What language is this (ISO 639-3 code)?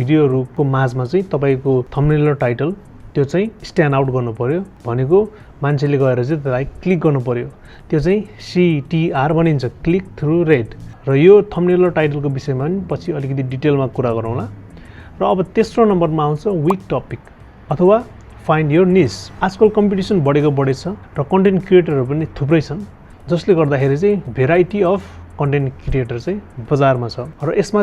nep